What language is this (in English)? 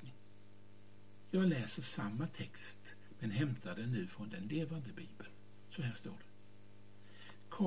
Swedish